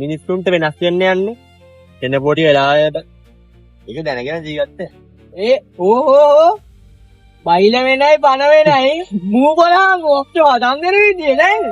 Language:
Sinhala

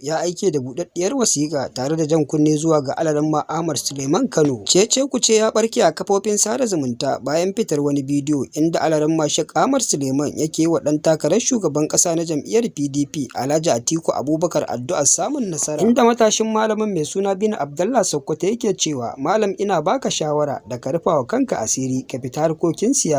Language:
Hausa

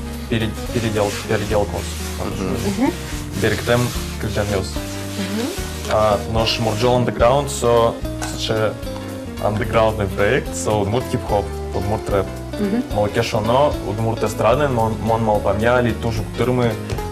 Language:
Udmurt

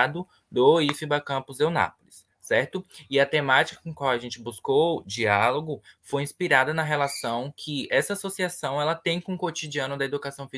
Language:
Portuguese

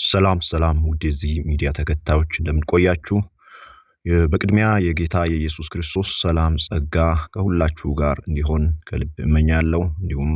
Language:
Amharic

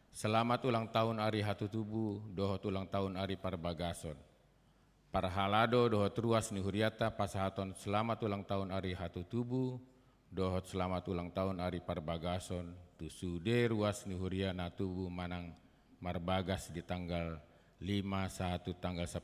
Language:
Batak Toba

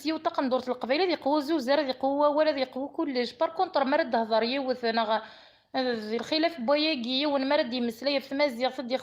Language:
Kabyle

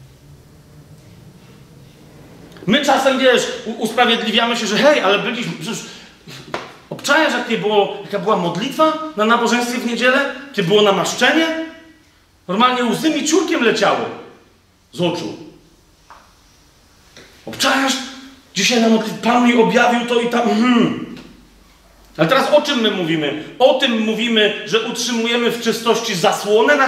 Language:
Polish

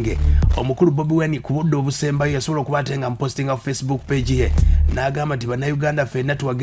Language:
Ganda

